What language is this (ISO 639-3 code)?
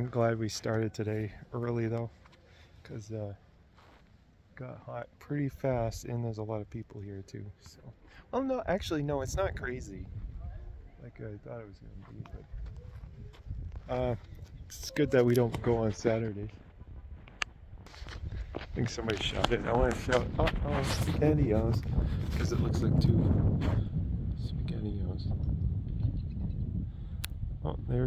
eng